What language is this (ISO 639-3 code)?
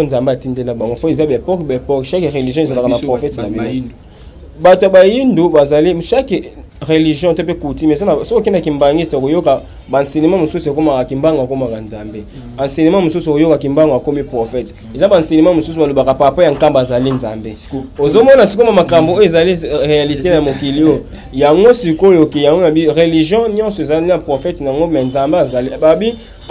lin